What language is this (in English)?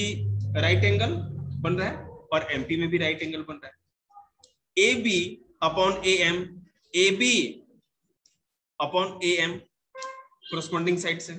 Hindi